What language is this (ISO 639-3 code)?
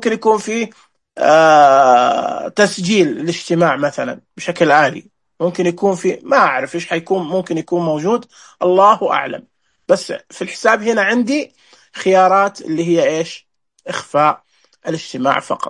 ars